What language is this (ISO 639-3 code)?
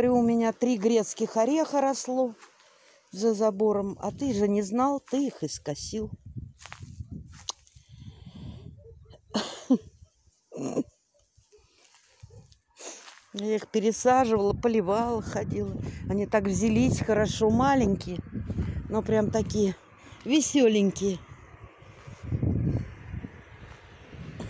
rus